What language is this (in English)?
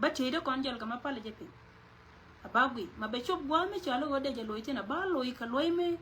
Nuer